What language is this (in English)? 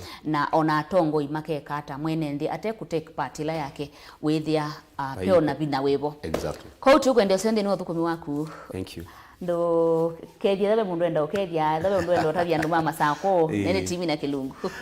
Kamba